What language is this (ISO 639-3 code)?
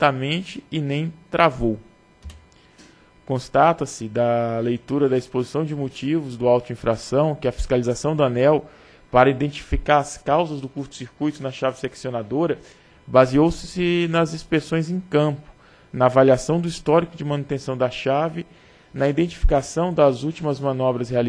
por